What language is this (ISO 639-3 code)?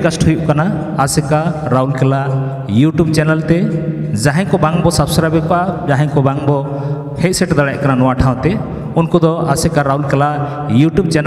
sat